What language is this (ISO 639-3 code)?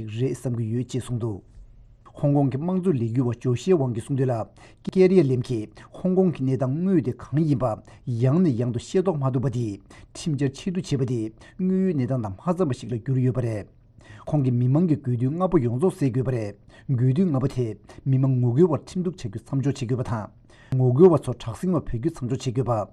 bod